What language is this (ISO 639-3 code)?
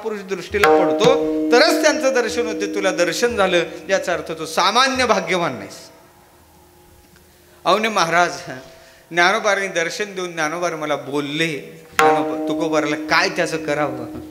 mar